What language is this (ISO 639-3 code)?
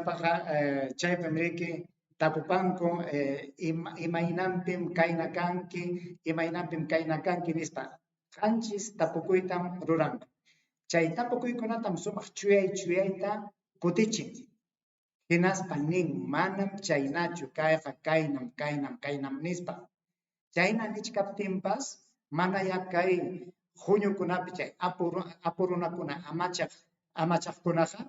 quy